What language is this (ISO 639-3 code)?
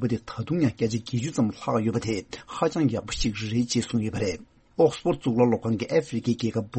bod